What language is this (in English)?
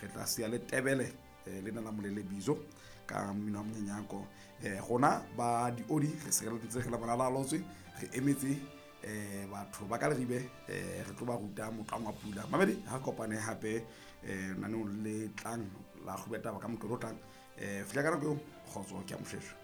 Southern Sotho